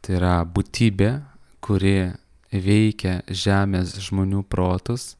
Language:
Lithuanian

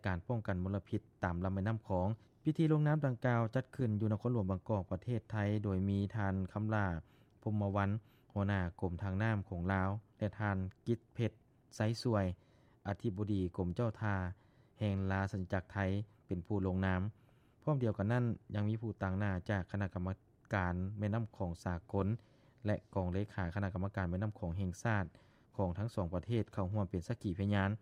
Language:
Lao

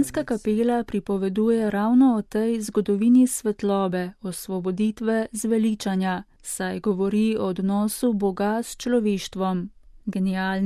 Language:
Slovenian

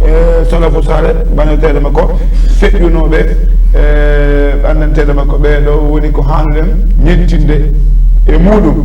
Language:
Fula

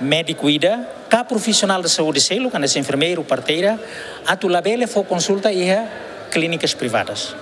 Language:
Tetum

